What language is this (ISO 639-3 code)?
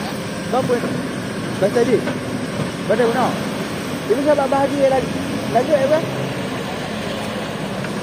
msa